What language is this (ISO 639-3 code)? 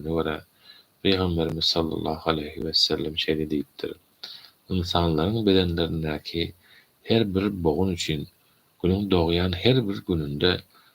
tuk